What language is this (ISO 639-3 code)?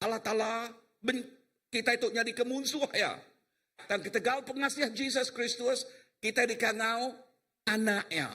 iba